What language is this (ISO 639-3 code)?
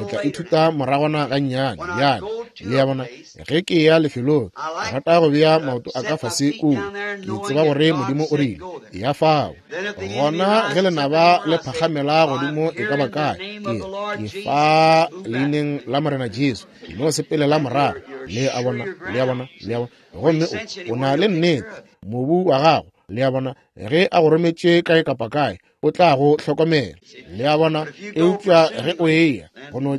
nso